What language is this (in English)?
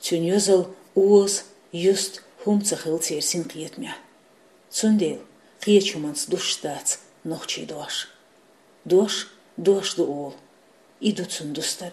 Chechen